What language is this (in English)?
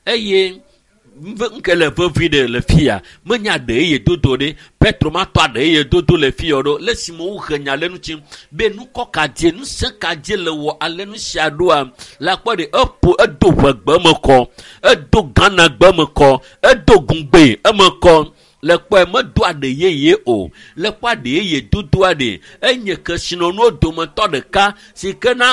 Ewe